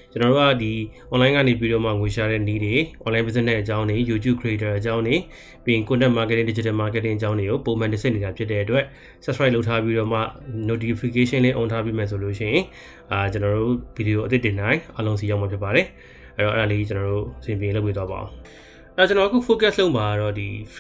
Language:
Burmese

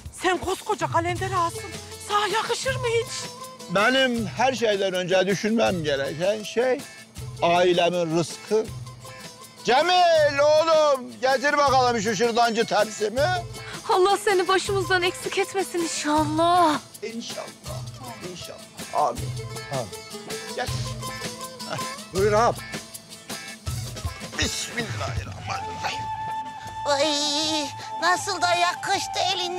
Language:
Turkish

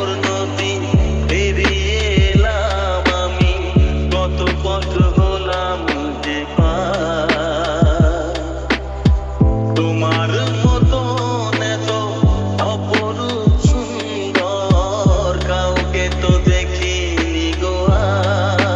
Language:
Bangla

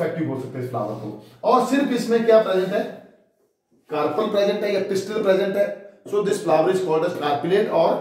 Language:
Hindi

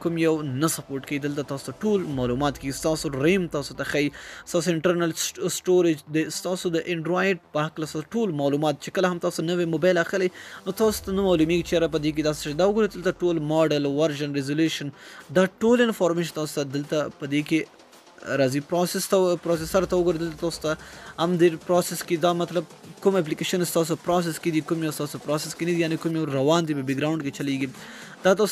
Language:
Pashto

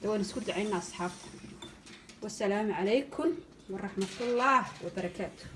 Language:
Somali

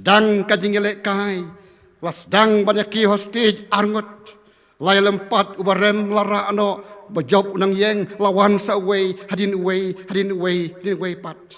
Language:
Khasi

